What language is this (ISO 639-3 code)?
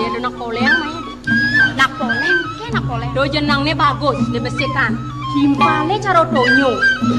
ban